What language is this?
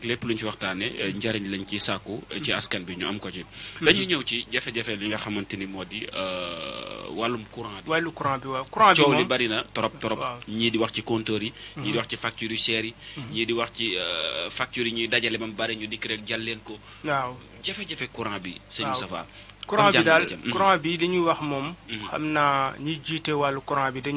Wolof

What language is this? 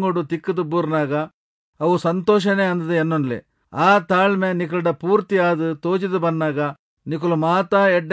Tulu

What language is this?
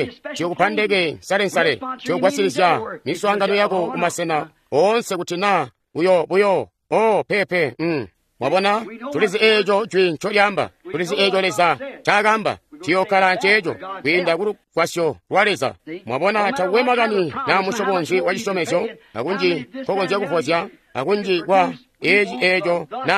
Tonga (Zambia)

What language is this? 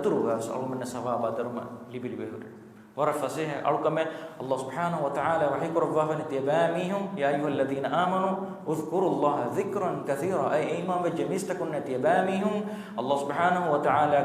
Divehi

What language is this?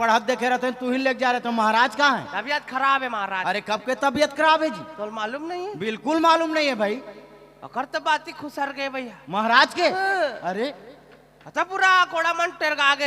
Chhattisgarhi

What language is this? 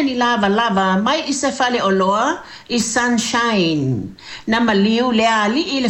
Samoan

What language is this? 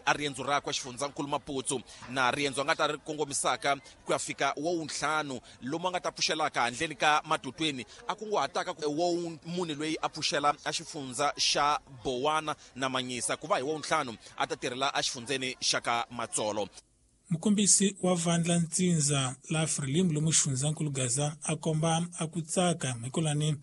Tsonga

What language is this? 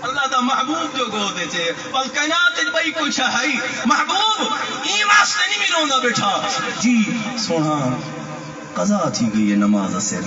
Saraiki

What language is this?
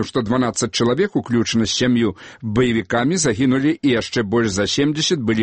Belarusian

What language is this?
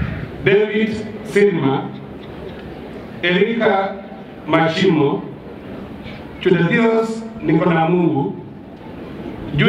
Swahili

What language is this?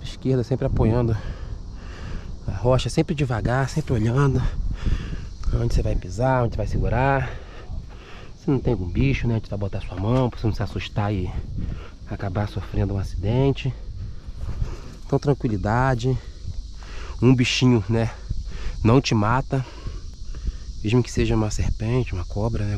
Portuguese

